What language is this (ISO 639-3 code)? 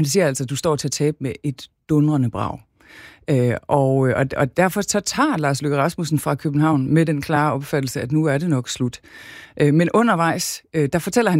dan